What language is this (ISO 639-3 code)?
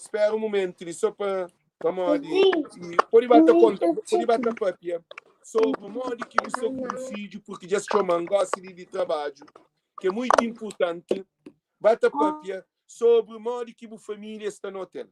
kea